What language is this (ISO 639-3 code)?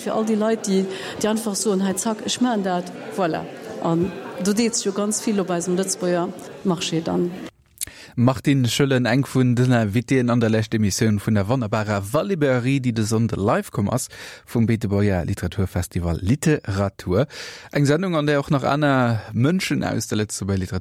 ltz